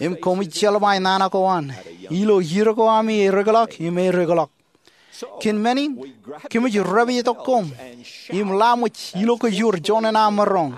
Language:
Marshallese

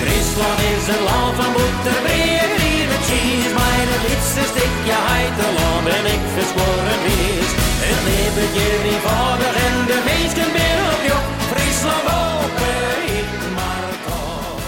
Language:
Galician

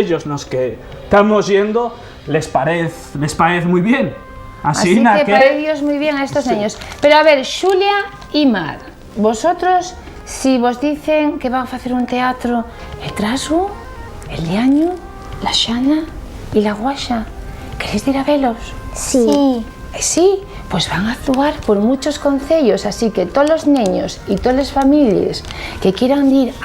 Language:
Asturian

